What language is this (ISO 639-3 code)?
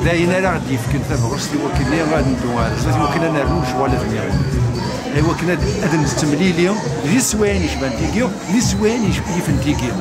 kab